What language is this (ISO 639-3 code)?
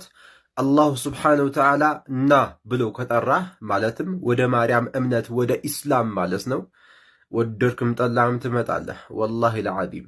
amh